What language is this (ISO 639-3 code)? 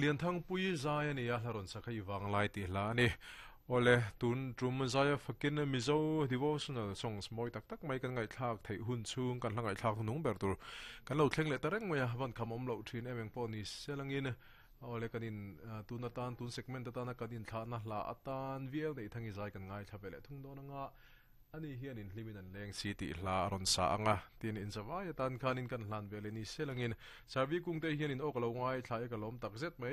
lus